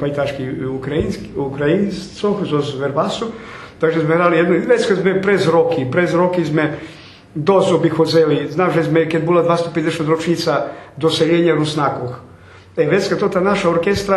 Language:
Rusyn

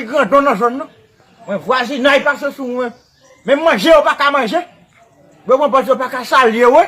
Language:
Haitian Creole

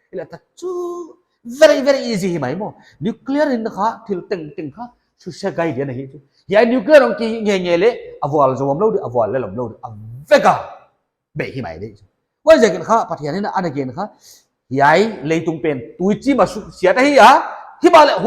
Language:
Paite Chin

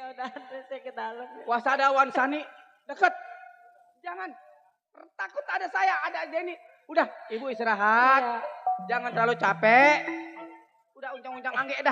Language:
Betawi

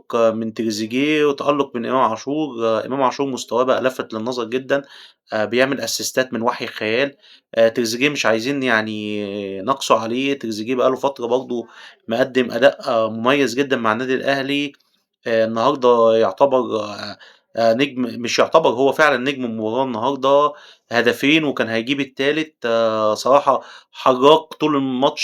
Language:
Egyptian Arabic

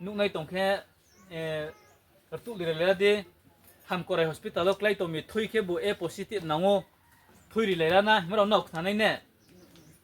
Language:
Riang (India)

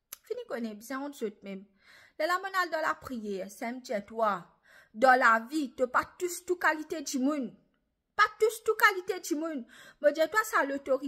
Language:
Morisyen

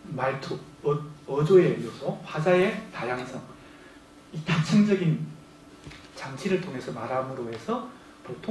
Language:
Korean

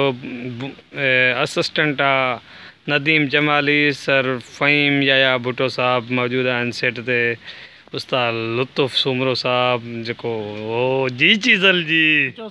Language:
Sindhi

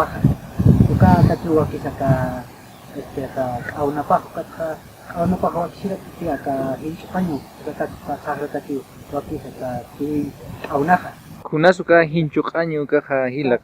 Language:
Aymara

